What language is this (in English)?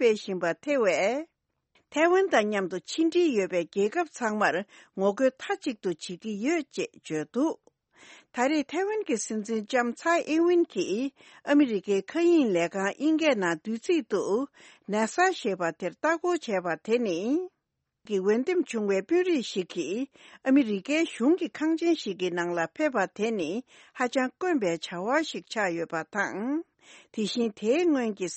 Tibetan